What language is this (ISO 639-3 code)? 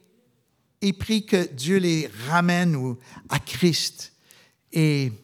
fra